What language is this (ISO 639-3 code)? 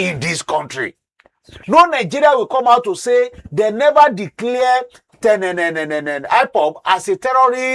pcm